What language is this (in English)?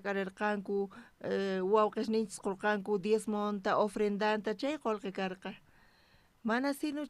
South Bolivian Quechua